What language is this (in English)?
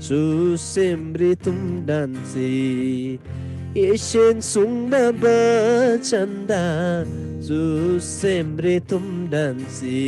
Eastern Tamang